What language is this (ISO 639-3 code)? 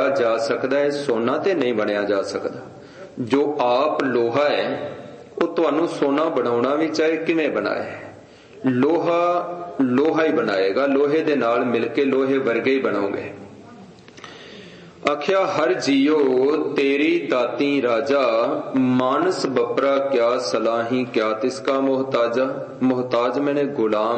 pan